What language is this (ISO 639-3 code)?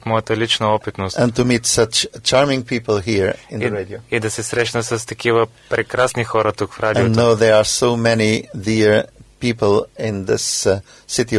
bul